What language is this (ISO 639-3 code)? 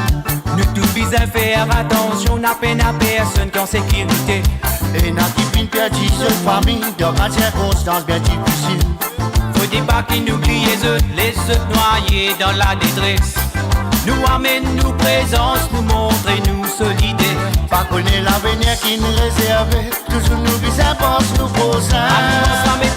mfe